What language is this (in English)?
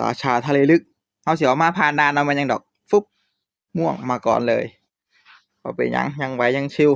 Northeastern Thai